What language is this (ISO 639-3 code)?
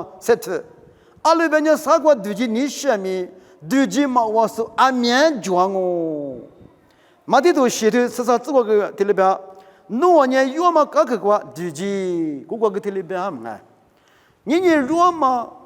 lis